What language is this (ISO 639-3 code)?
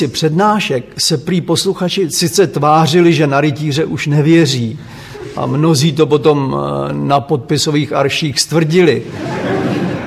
ces